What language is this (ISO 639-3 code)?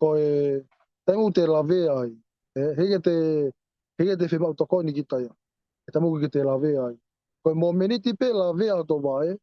ton